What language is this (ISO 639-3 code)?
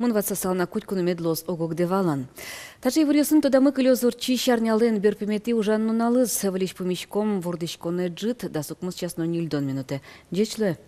udm